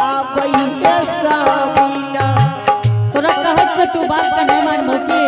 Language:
Angika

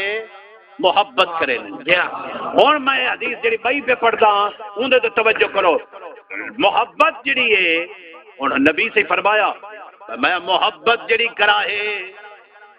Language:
Saraiki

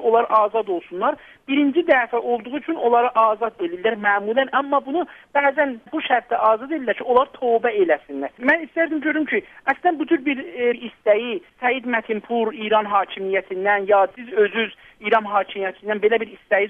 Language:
South Azerbaijani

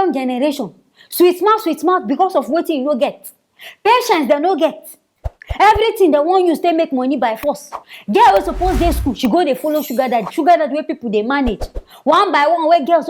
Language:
Nigerian Pidgin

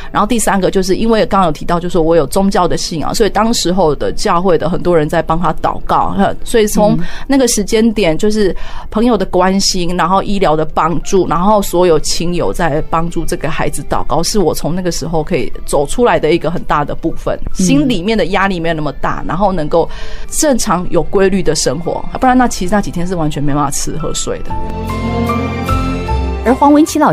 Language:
Chinese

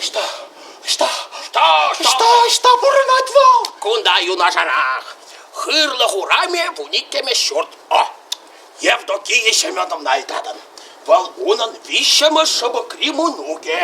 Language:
Chuvash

